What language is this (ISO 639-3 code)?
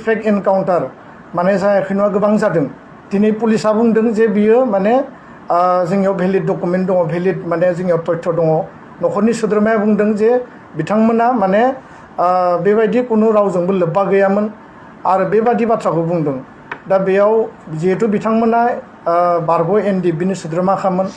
brx